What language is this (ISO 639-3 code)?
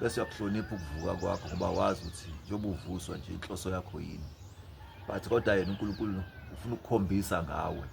zul